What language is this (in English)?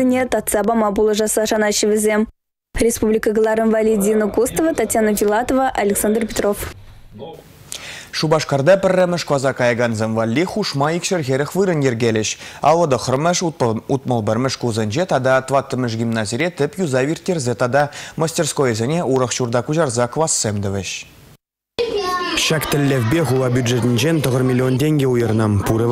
Chuvash